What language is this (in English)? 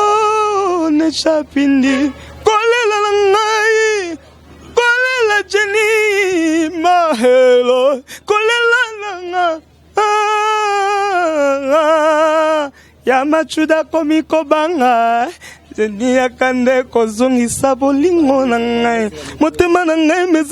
Lingala